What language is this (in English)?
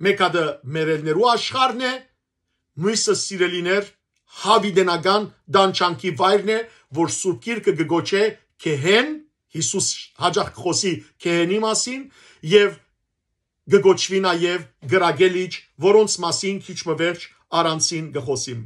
Western Armenian